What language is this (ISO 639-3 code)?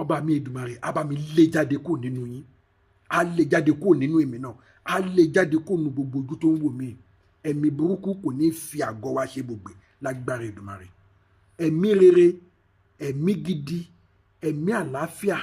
yor